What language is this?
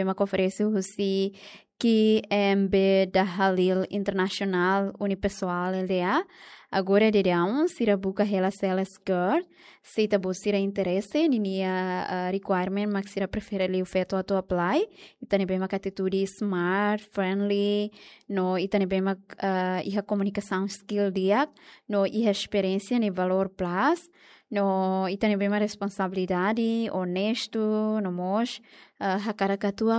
Tetum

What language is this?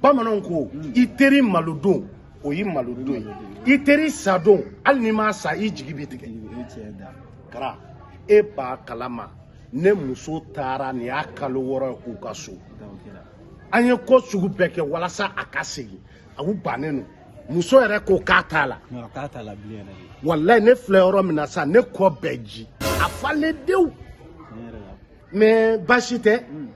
Bambara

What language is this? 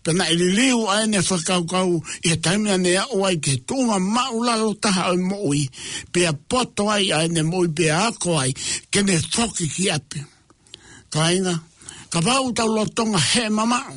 Tongan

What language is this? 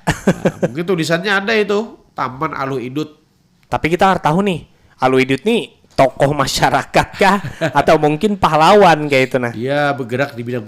Banjar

